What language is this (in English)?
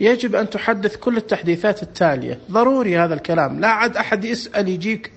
Najdi Arabic